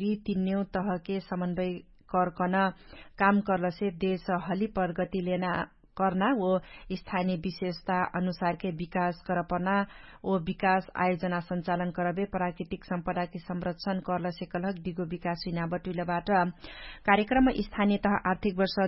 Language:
Dangaura Tharu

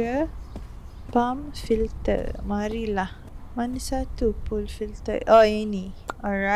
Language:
Malay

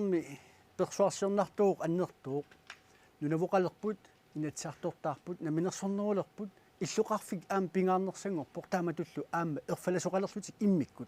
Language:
Kalaallisut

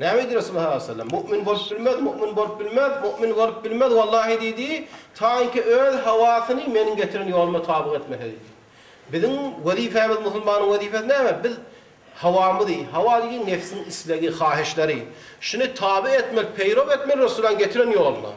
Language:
Turkmen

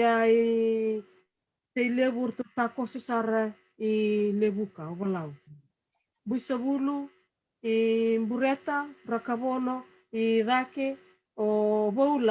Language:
Fijian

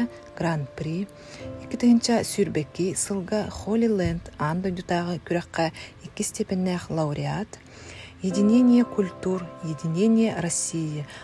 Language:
Yakut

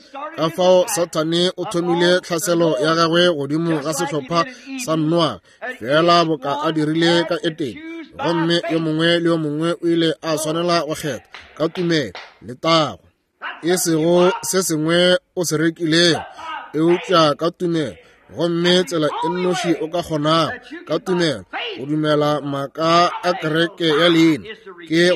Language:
Northern Sotho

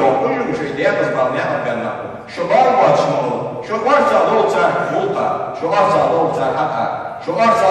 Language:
Ingush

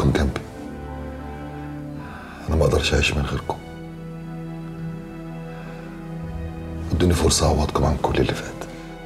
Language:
Egyptian Arabic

